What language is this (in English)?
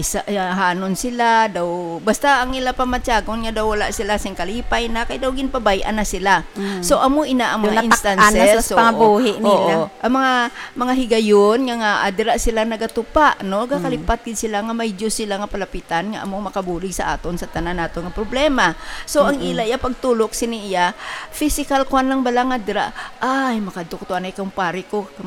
Hiligaynon